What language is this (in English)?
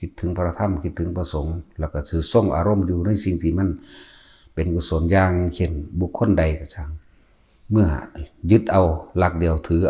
Lao